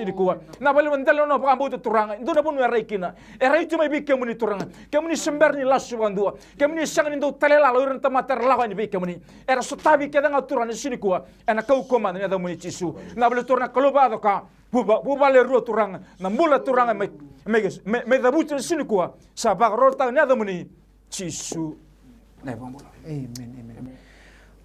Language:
Fijian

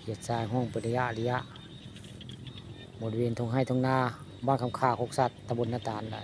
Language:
Northeastern Thai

